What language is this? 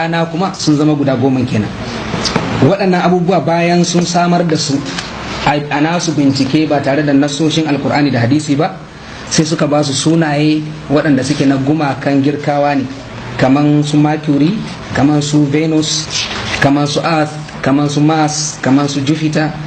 Hausa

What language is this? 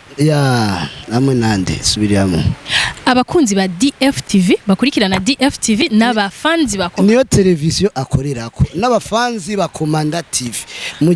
Rundi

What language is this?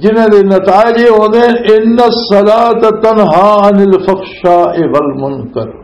Western Panjabi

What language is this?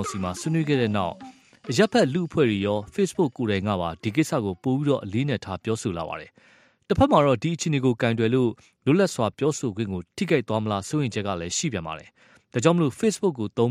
Burmese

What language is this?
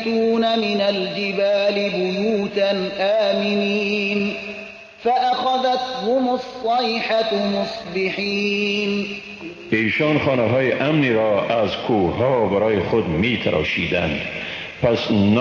Persian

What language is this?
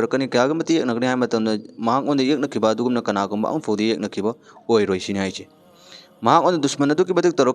Manipuri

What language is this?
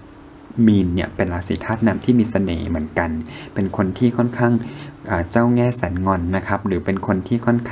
Thai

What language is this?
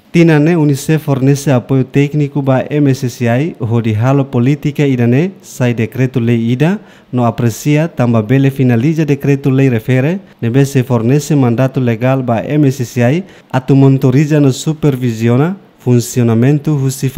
Tetum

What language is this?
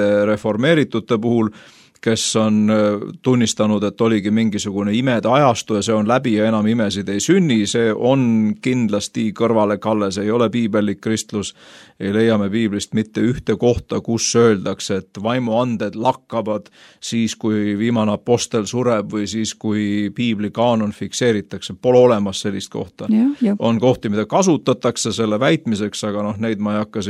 Estonian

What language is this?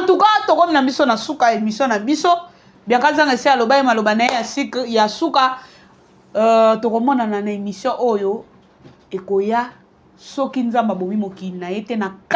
Lingala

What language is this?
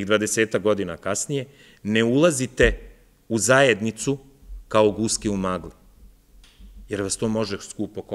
Serbian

